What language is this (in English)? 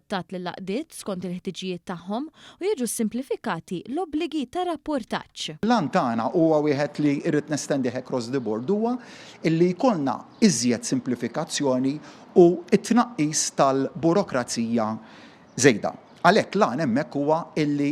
Maltese